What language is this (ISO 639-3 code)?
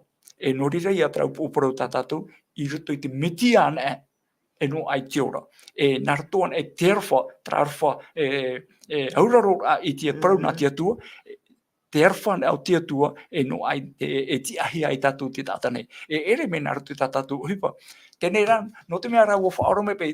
tah